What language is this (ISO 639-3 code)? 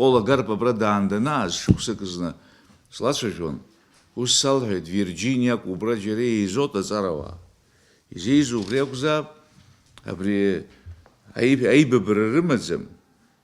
abk